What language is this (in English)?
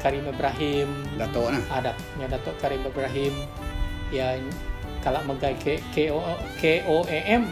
Iban